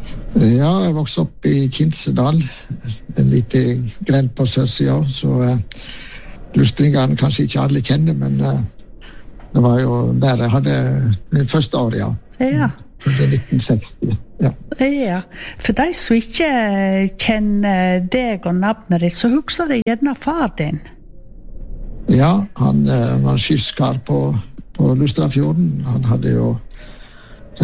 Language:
Norwegian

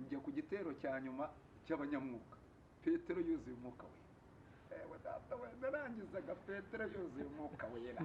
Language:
Kinyarwanda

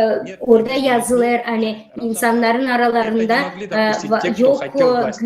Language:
Gagauz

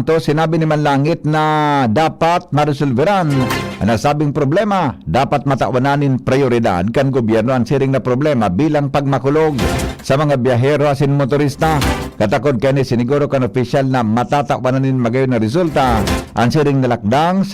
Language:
Bikol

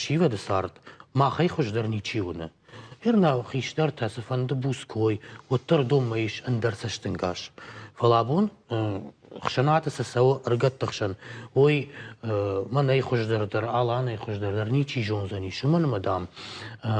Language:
Ossetic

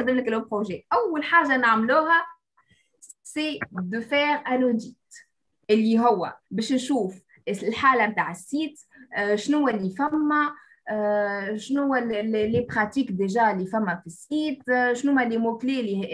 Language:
Tunisian Arabic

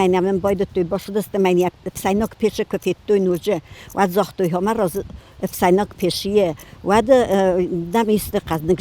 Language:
Ossetic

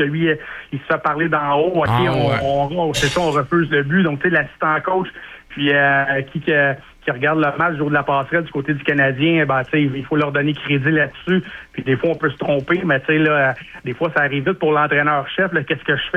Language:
French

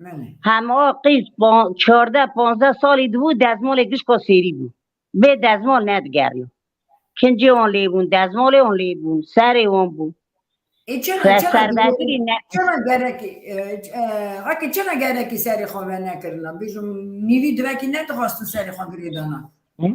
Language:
Kurdish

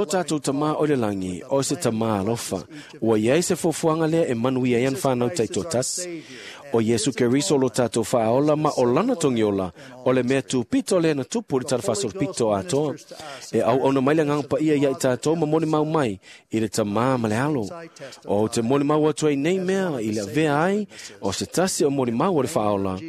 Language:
Samoan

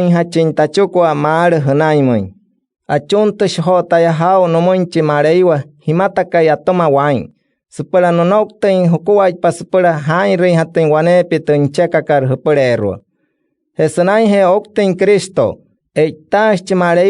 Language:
Wayuu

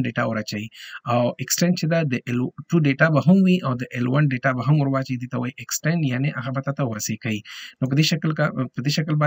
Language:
Pashto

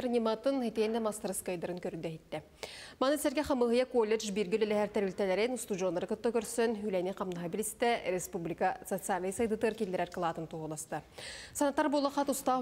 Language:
Yakut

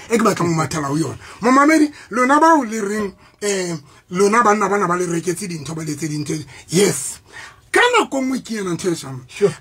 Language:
Southern Sotho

